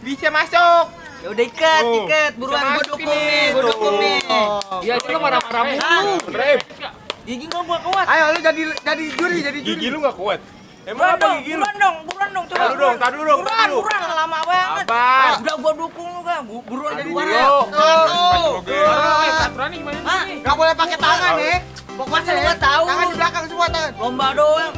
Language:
Betawi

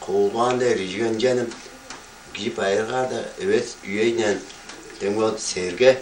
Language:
Tuvinian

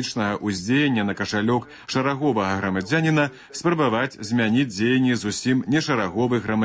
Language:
Belarusian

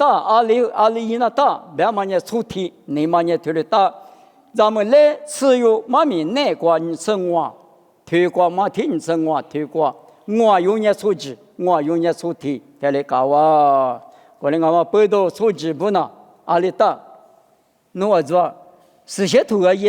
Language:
Lisu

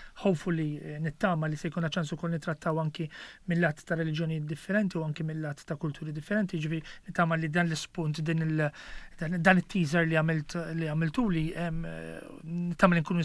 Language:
Maltese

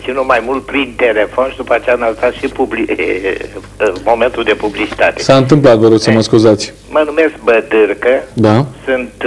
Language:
Romanian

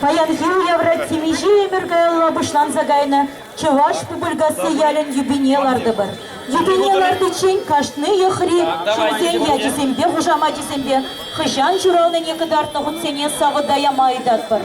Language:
Chuvash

